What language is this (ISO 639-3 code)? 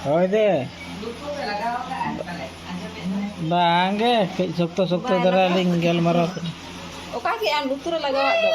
sat